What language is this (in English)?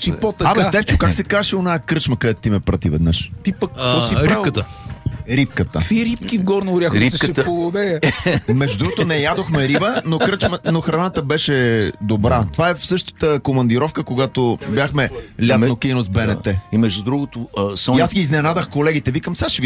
Bulgarian